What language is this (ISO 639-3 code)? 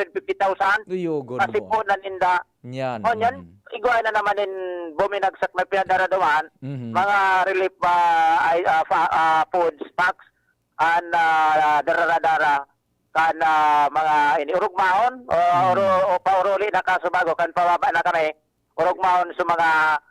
bik